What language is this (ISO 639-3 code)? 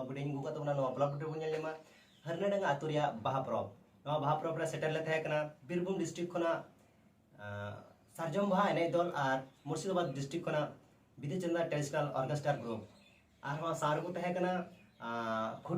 sat